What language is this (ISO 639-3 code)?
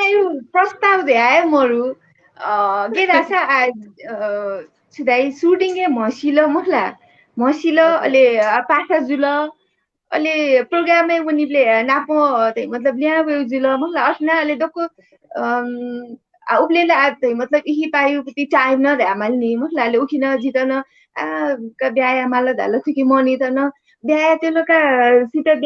new